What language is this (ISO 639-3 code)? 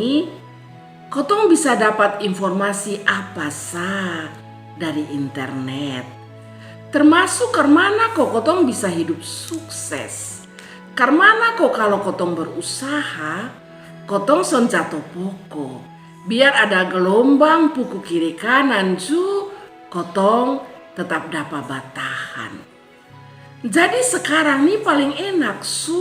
mkn